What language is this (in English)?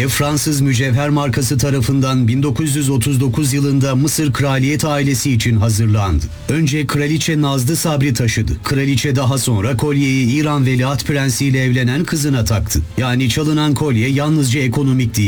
Turkish